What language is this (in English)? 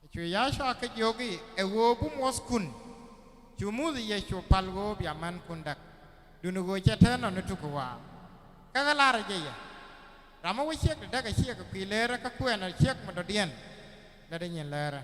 Nuer